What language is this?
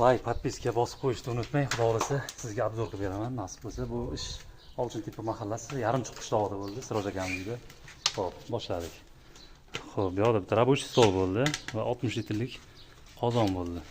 Uzbek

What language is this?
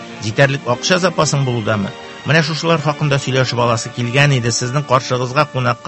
Tatar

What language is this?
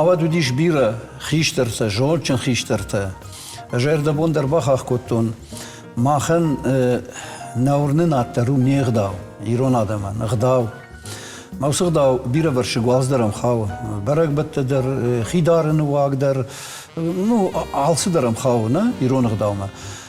Ossetic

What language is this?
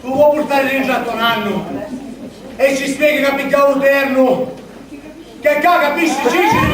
Sicilian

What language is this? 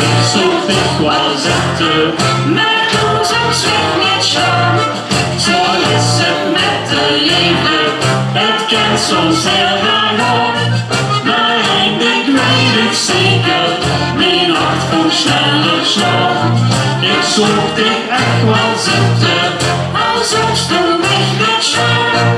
Limburgish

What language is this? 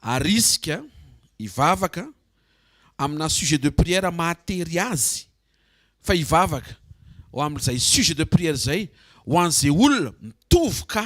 Malagasy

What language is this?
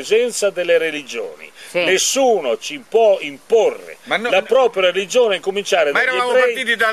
Italian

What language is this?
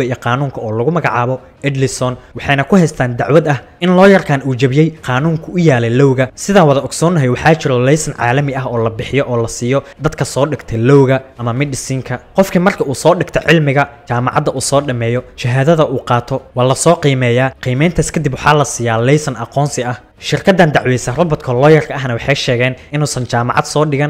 Somali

